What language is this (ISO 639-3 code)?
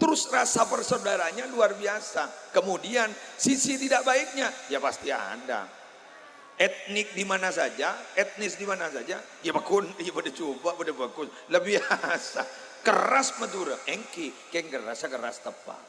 mad